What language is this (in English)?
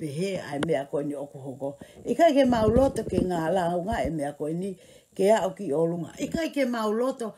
Tongan